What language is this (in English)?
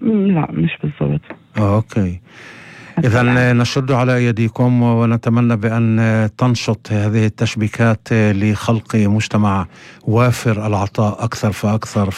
North Levantine Arabic